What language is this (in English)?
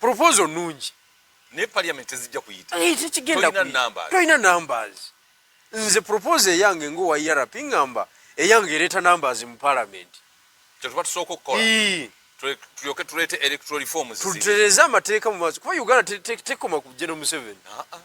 Ganda